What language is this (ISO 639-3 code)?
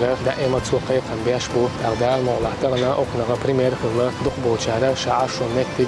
che